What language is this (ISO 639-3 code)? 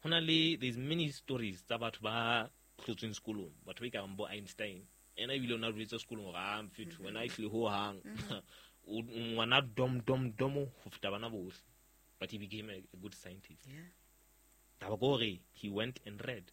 sot